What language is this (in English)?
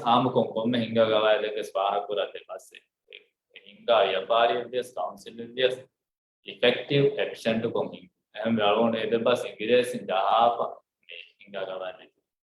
Divehi